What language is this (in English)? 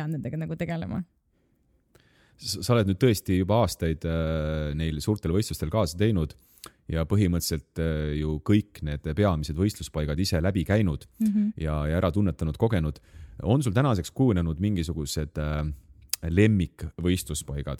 Estonian